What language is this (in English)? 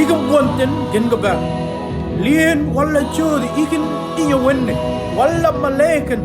Mabaan